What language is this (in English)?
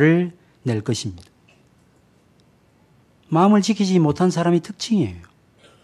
Korean